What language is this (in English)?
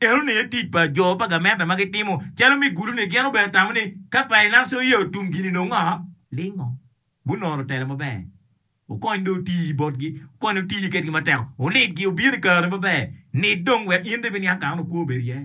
Acoli